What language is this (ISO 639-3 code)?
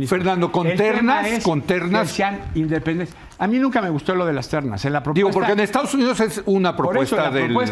spa